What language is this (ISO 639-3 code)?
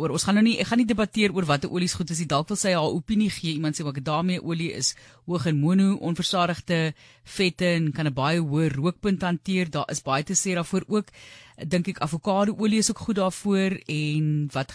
afr